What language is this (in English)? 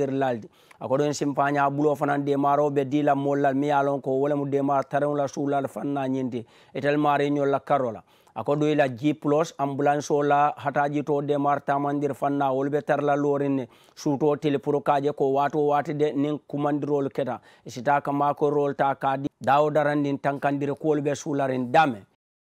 Mandingo